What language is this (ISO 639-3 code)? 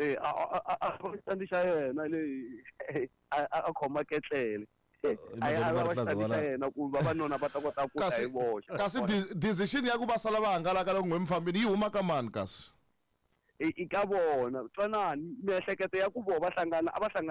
tso